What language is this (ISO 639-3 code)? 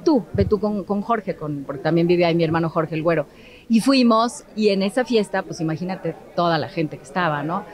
spa